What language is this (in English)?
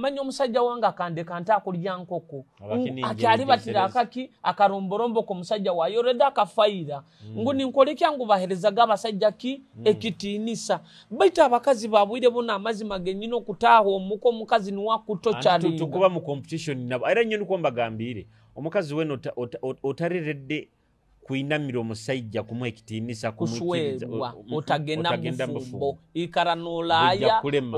Nyoro